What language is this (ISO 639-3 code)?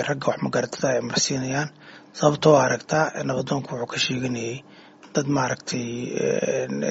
som